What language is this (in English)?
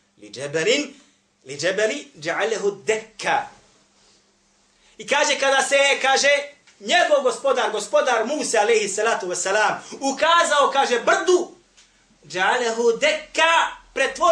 Bosnian